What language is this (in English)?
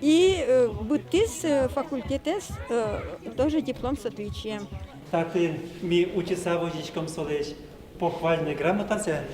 Udmurt